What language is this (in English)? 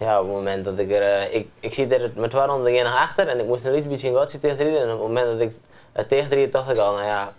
Western Frisian